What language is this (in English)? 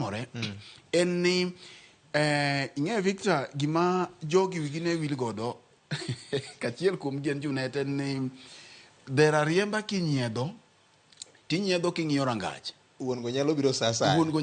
Luo (Kenya and Tanzania)